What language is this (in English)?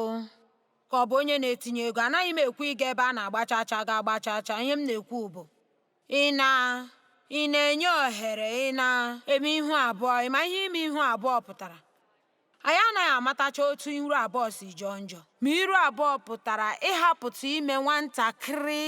Igbo